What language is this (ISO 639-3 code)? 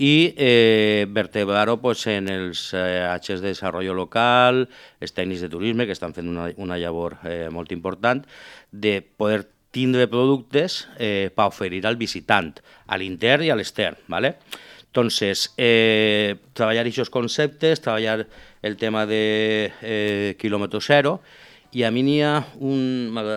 cat